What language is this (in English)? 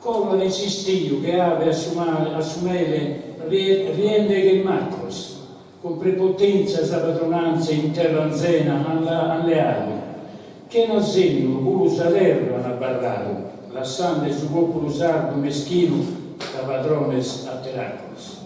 Sardinian